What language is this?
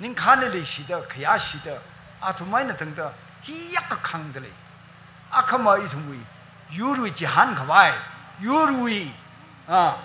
Tangkhul Naga (India)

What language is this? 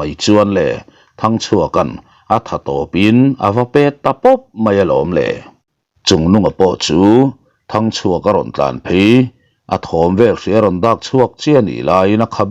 Mizo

